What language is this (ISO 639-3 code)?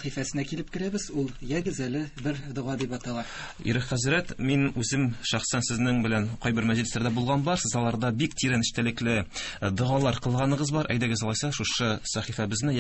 tat